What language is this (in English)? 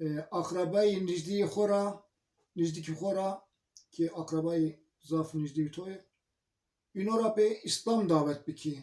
Zaza